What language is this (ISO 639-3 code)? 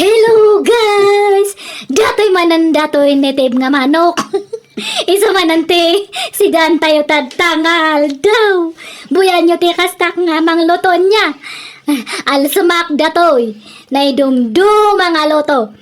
ilo